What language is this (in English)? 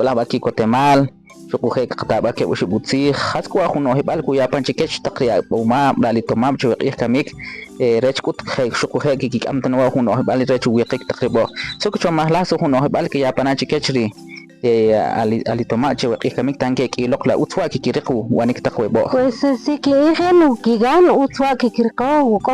Kʼicheʼ